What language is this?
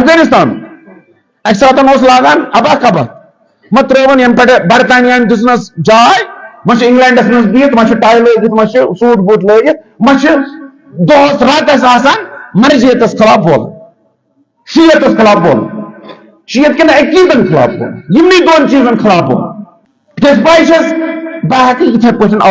Kashmiri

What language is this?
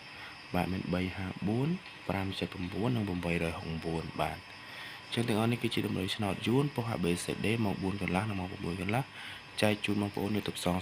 Khmer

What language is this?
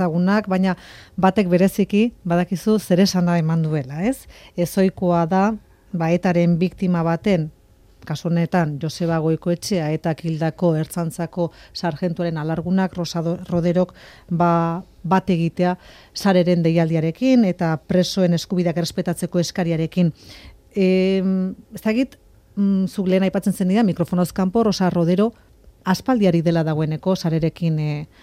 Basque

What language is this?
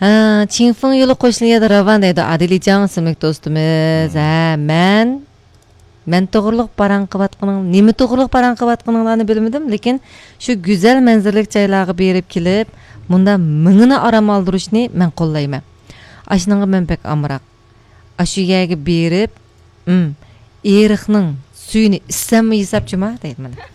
Uyghur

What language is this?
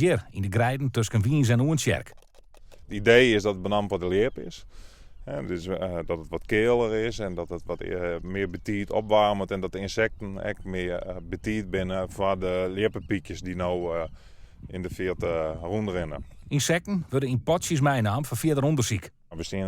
Western Frisian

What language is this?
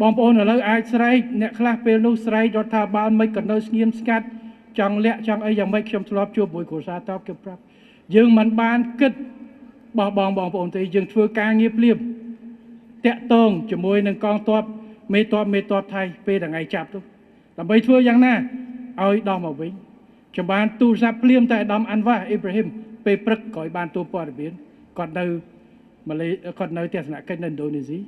Khmer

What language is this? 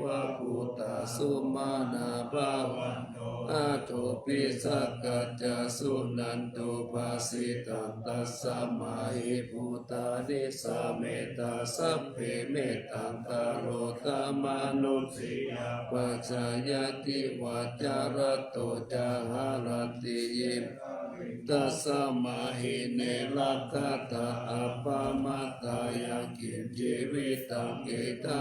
Pali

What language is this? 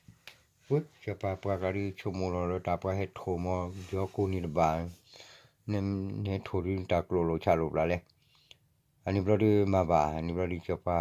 S'gaw Karen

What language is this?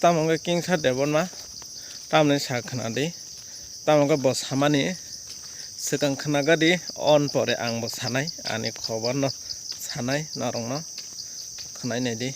Kok Borok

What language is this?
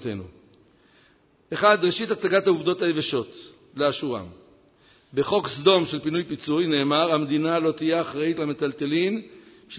Hebrew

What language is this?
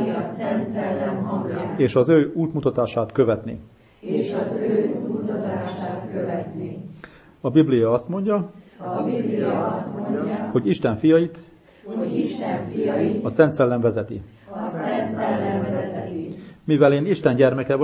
Hungarian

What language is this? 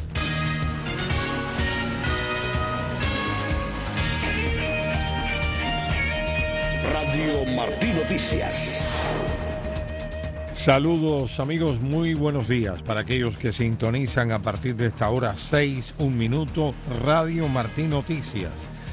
Spanish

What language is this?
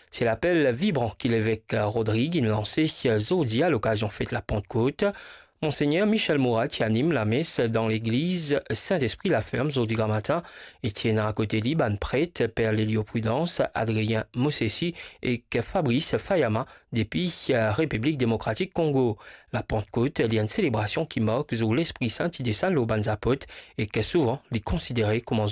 Morisyen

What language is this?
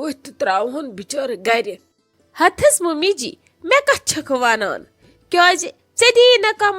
Kashmiri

